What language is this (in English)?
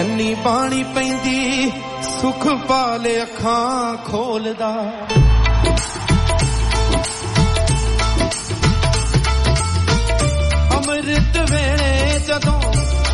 Punjabi